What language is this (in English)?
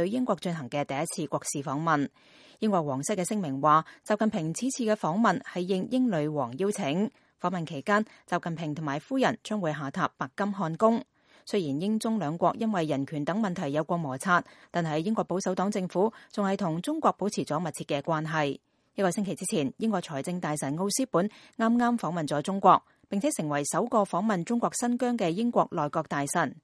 Cantonese